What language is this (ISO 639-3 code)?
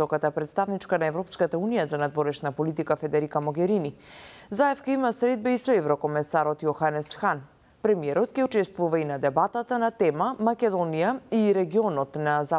mkd